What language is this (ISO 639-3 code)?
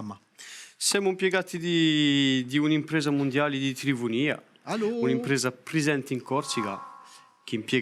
cos